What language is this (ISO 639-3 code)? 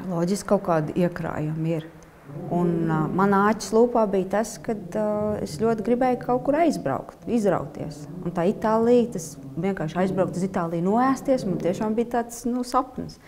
lav